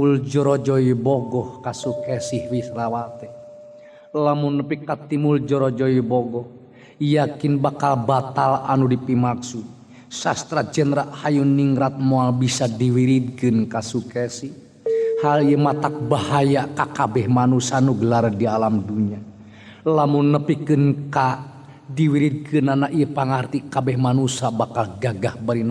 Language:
Sundanese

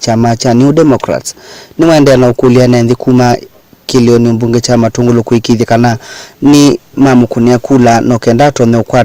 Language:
Kamba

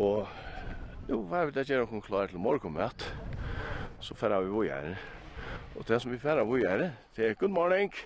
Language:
Faroese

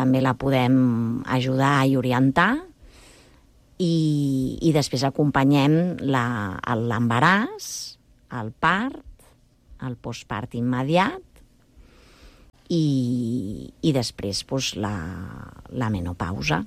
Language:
Catalan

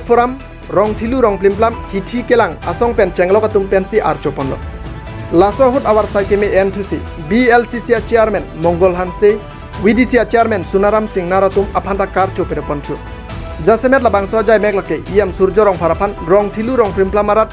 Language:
Karbi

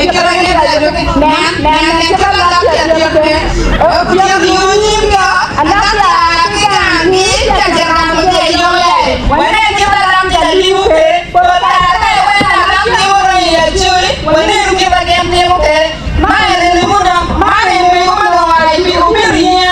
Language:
Acoli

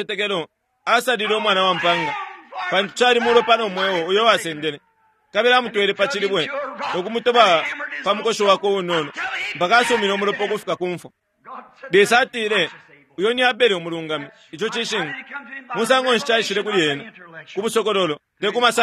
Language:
Bemba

